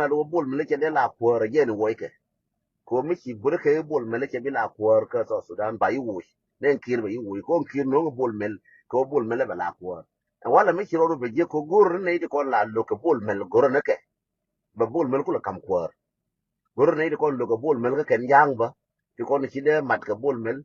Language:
Nuer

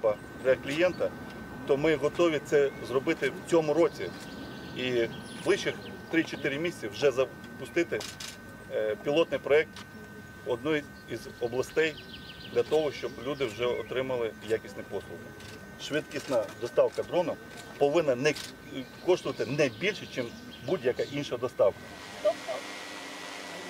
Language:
Ukrainian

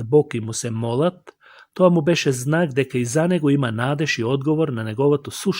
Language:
Macedonian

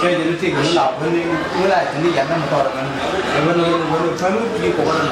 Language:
Nuer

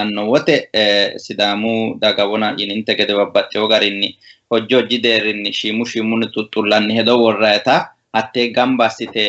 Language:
Sidamo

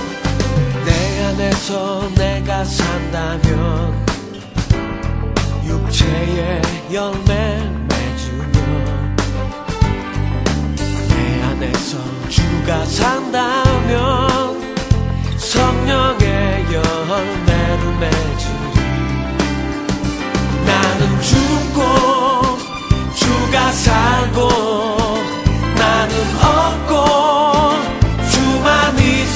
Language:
Korean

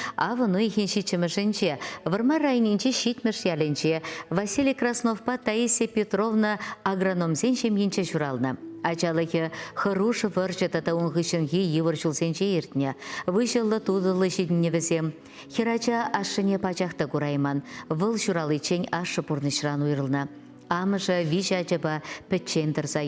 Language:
Chuvash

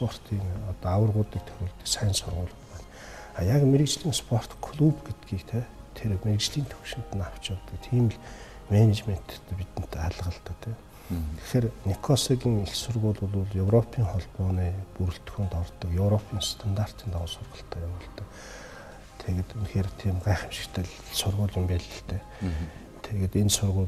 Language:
Mongolian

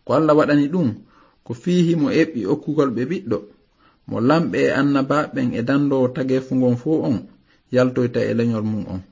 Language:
Fula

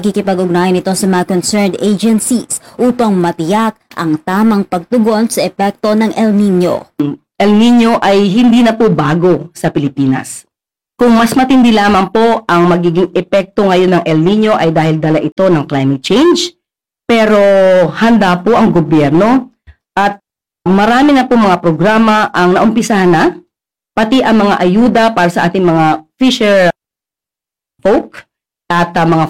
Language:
Filipino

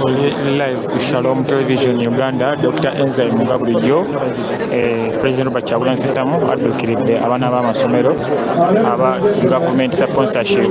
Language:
Soga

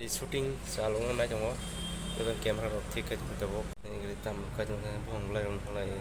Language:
Kok Borok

